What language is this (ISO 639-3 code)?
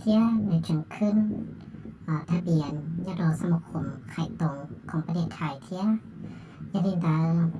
hmn